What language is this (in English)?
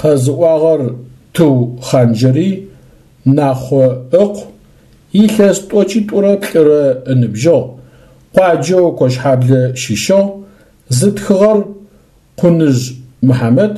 Adyghe